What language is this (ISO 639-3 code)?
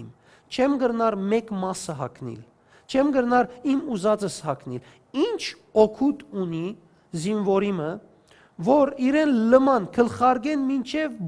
hyw